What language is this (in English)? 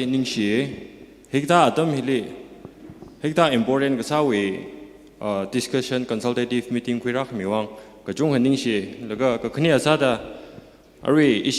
Tangkhul Naga (India)